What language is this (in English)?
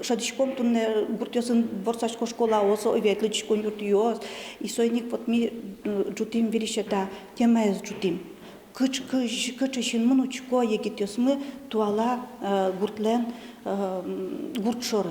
Udmurt